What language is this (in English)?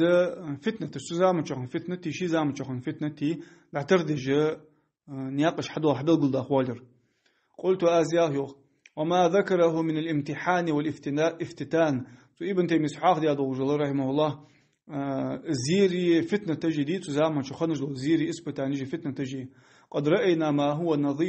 Ingush